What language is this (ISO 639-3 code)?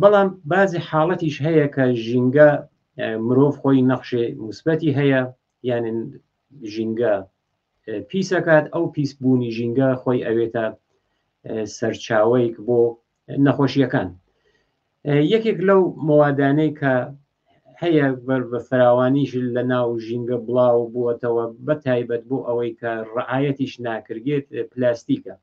ckb